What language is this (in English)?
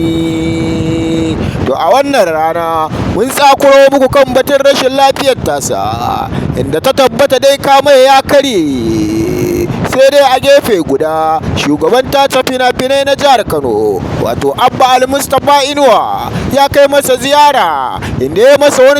Hausa